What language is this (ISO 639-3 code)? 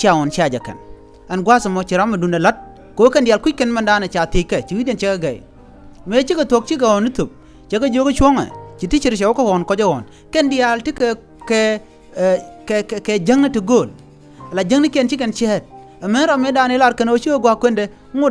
nus